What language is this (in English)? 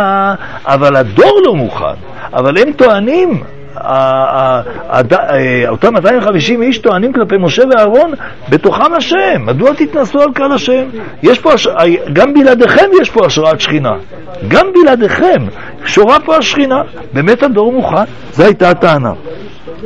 Hebrew